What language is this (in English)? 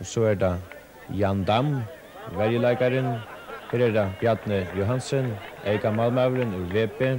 Faroese